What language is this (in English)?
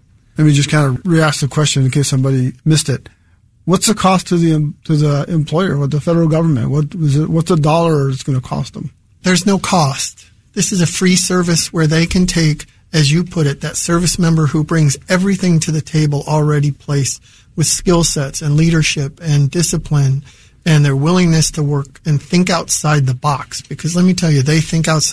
English